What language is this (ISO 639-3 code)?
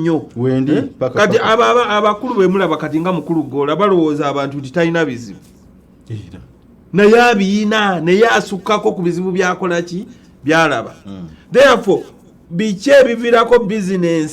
lug